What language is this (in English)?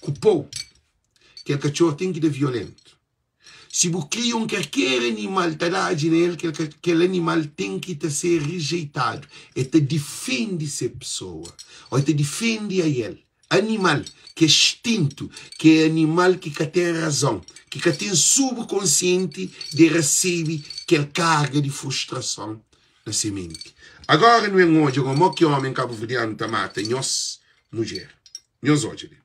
Kabuverdianu